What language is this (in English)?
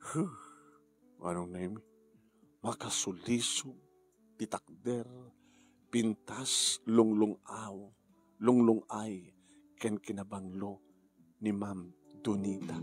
Iloko